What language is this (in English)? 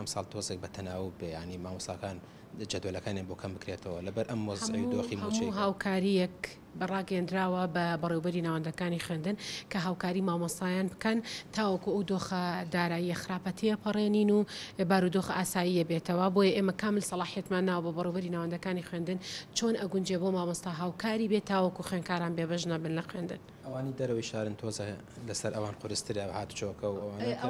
Central Kurdish